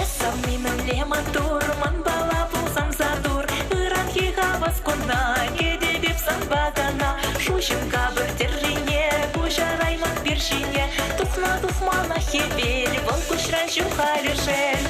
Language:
Chuvash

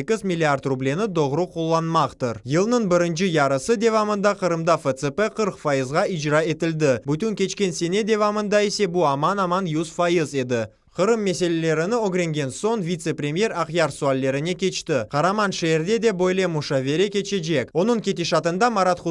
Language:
Crimean Tatar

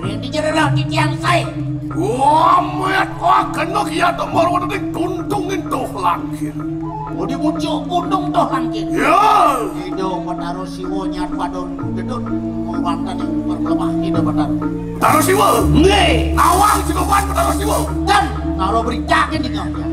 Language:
Balinese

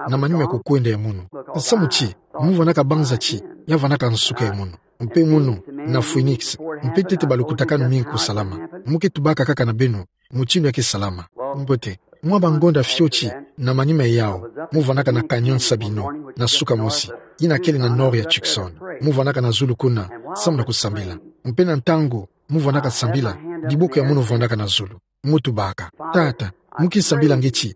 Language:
Kituba (Democratic Republic of Congo)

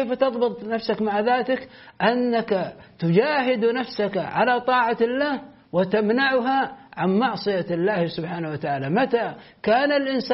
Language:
Arabic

